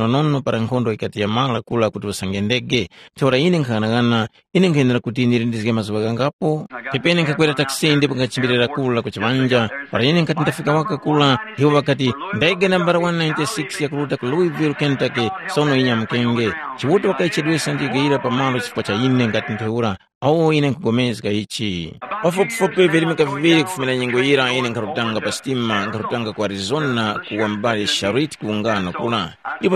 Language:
Tumbuka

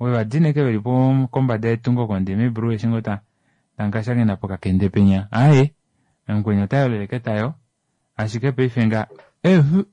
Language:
Kuanyama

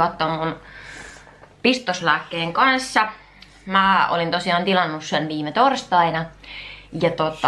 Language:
Finnish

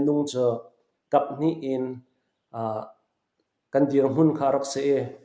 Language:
Falam Chin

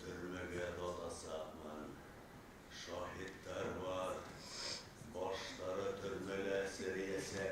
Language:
Bashkir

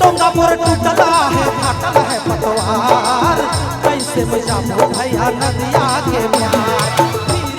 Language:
Sadri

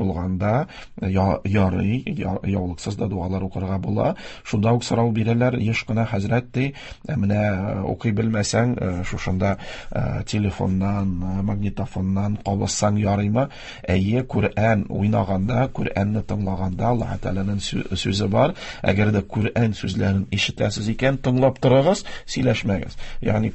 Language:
Tatar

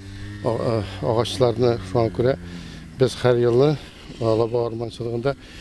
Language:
Tatar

